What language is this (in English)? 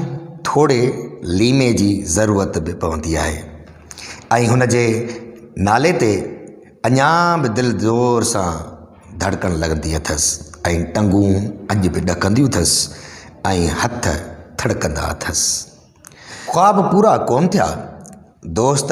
Sindhi